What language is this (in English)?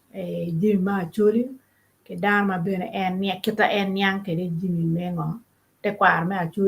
Acoli